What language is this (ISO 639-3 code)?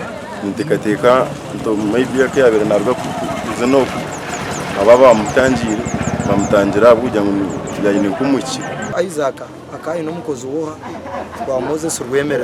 nyn